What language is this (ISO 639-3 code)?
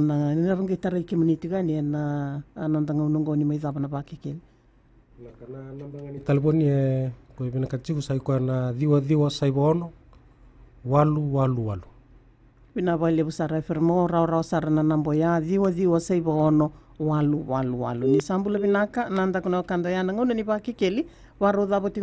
fij